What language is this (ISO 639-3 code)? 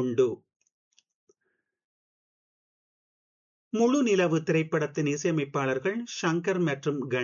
tam